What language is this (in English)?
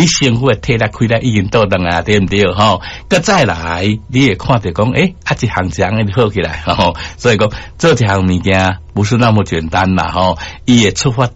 Min Nan Chinese